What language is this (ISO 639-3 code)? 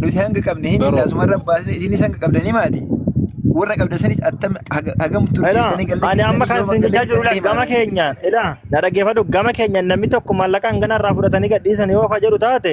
orm